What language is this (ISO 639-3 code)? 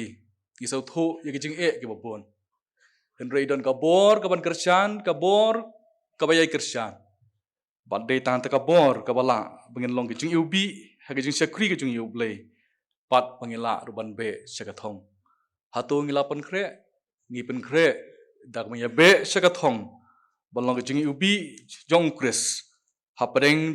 kha